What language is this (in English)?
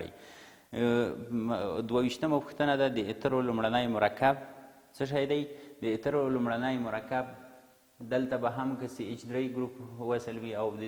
Pashto